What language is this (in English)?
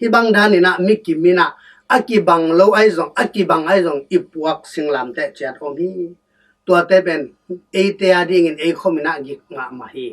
Tedim Chin